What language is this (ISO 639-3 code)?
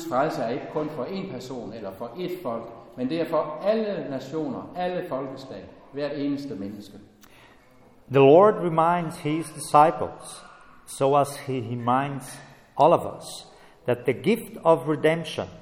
dan